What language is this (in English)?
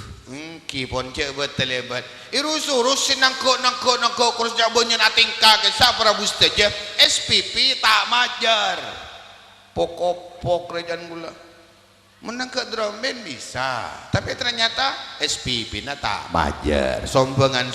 Madurese